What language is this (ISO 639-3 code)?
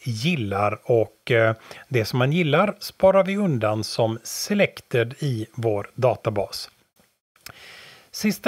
swe